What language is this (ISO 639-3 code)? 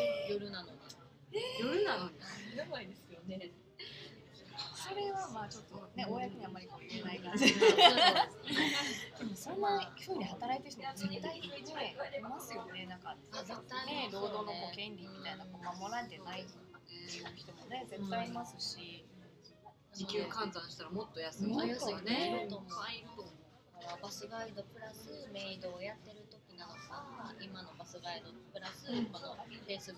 jpn